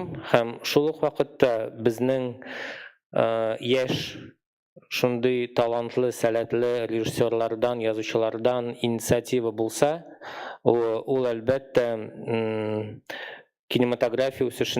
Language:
Tatar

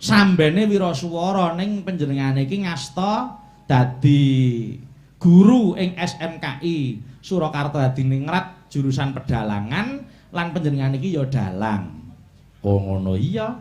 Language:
Javanese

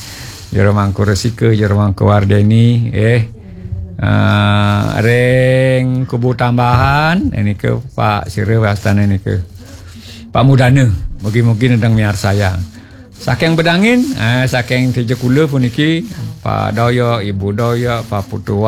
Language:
Balinese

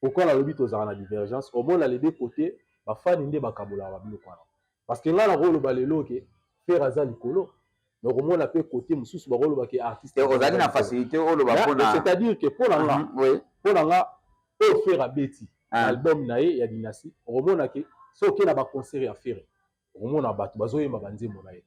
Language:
Lingala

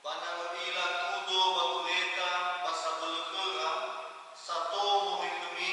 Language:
Nias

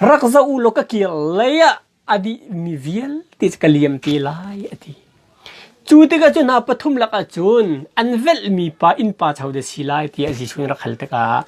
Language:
Hakha Chin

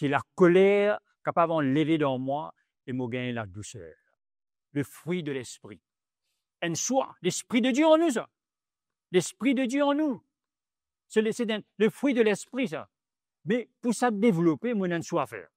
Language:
Morisyen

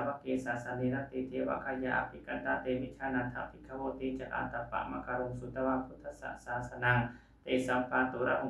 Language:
Pali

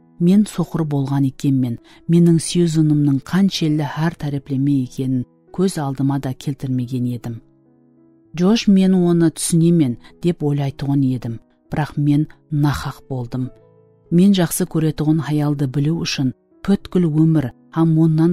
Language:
Kara-Kalpak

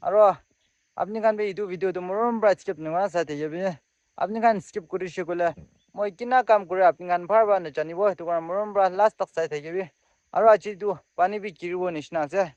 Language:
Naga Pidgin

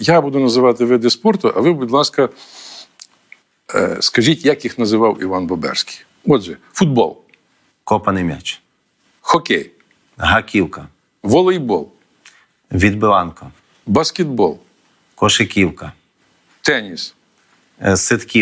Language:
Ukrainian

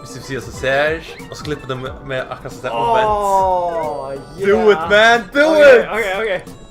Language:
Faroese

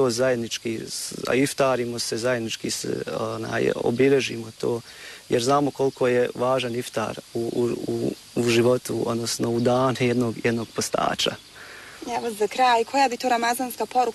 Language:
Bosnian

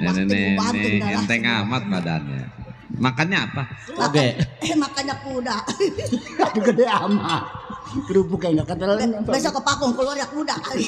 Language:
Betawi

